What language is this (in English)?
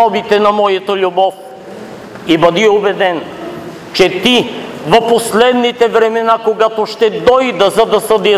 Bulgarian